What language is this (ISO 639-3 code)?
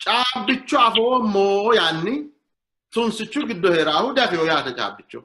sid